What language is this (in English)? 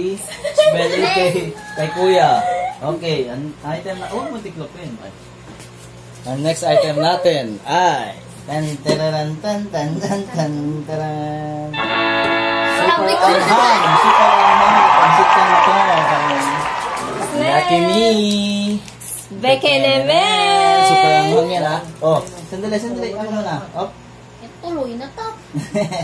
Filipino